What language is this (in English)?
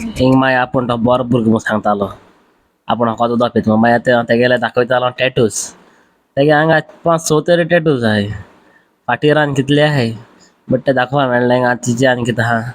Konkani